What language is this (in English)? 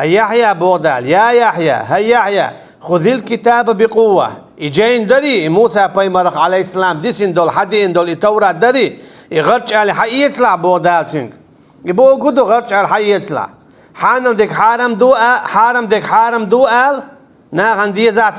Chechen